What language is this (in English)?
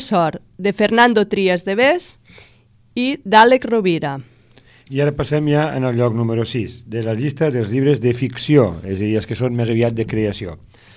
Catalan